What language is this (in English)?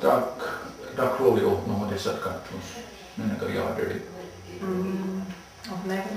Mohawk